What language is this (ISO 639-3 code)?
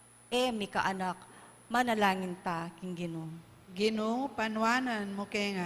pam